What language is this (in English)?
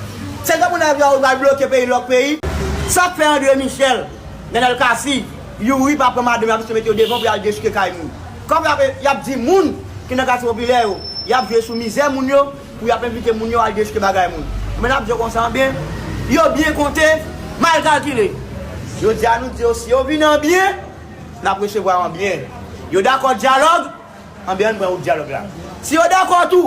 Haitian Creole